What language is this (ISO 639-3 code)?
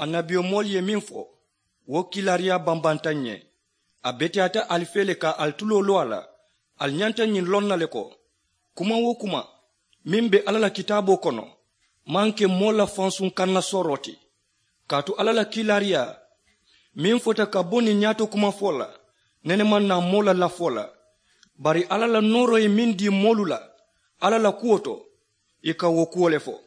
man